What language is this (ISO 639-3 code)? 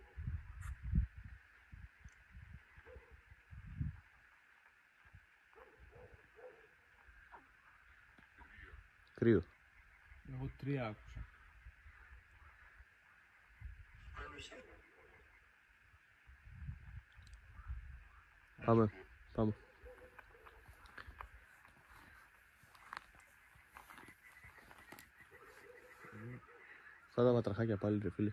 ell